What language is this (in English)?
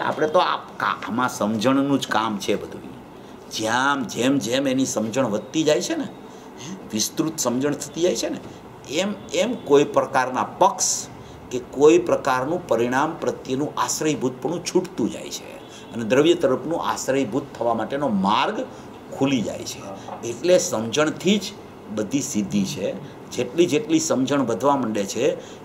Gujarati